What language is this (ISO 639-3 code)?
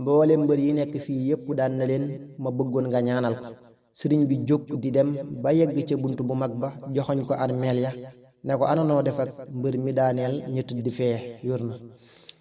wol